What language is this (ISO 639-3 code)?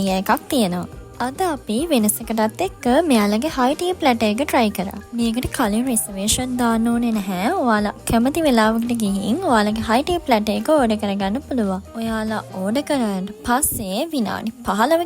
sin